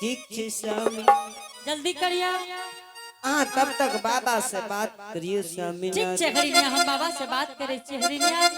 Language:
Angika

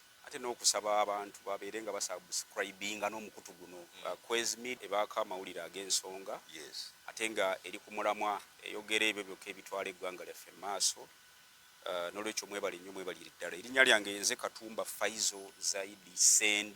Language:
Ganda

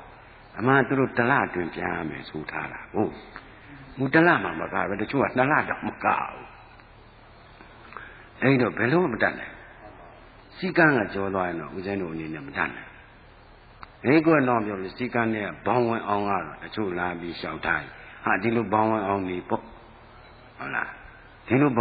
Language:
Burmese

